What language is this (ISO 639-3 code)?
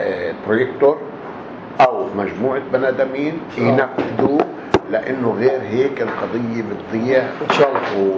apc